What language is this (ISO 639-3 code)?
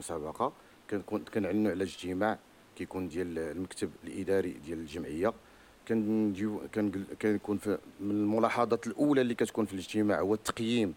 ary